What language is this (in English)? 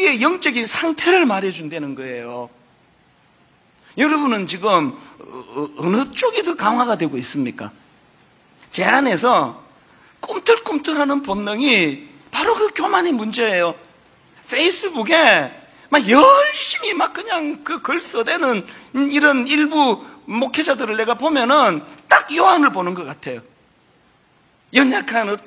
Korean